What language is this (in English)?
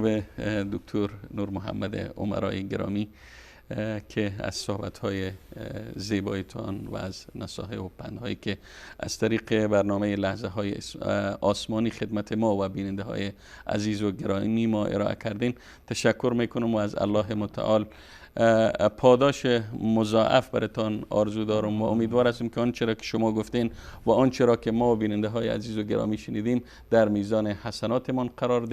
Persian